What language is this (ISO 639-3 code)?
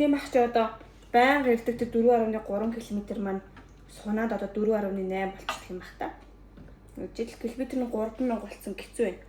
mon